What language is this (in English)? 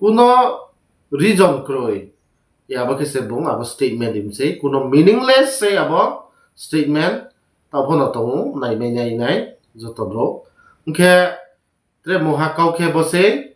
Riang (India)